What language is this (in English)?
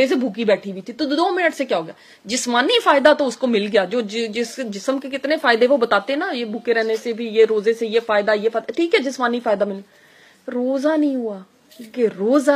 Urdu